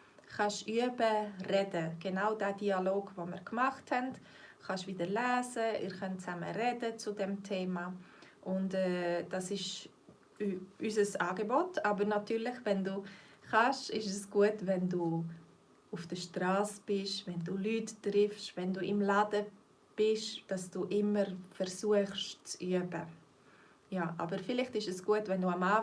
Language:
Swiss German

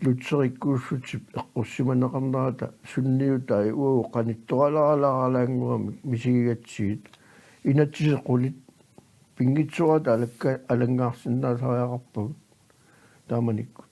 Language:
Kalaallisut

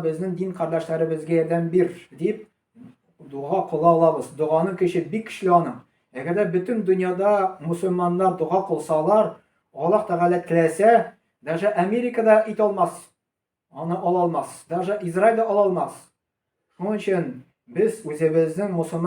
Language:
Tatar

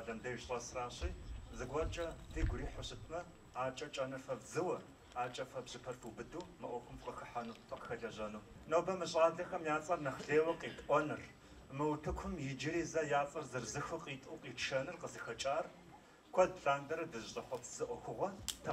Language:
Kabardian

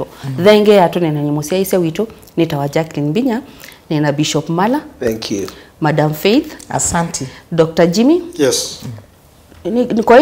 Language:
Kamba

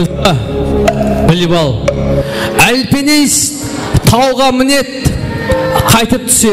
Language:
Kara-Kalpak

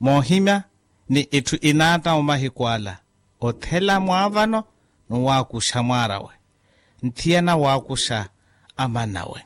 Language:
Makhuwa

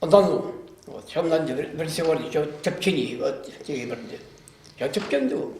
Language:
Chuvash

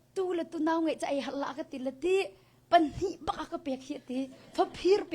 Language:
Hakha Chin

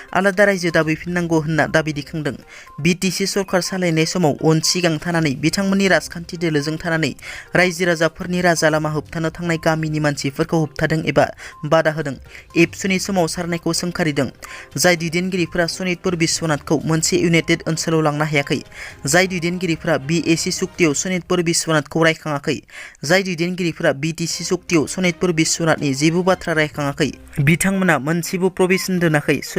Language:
Bodo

